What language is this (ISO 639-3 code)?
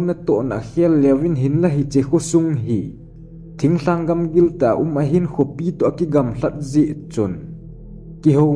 tcz